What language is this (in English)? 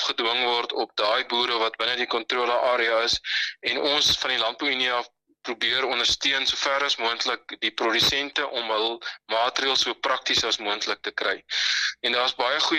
Afrikaans